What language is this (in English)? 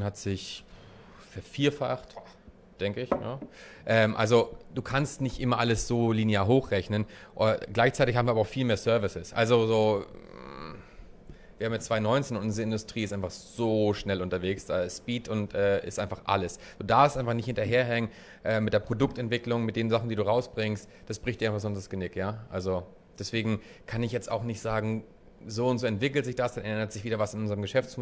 German